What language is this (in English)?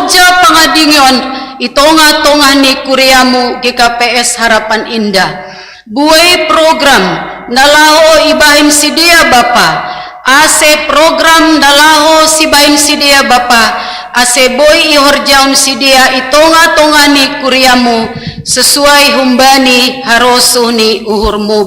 Batak Simalungun